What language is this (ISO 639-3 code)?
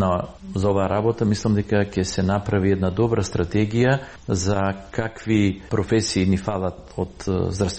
mkd